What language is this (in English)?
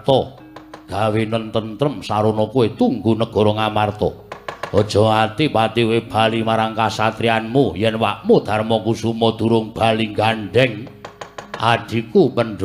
Javanese